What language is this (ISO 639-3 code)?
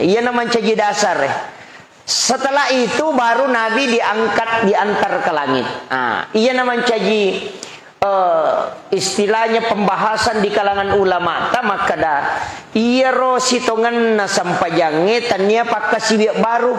bug